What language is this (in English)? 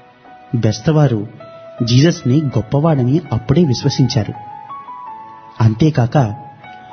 Telugu